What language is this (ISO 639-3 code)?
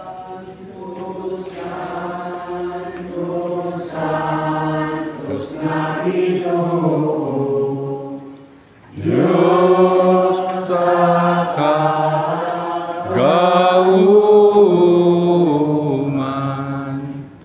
ceb